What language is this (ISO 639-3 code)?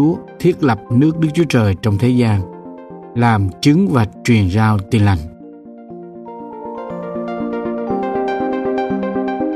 vie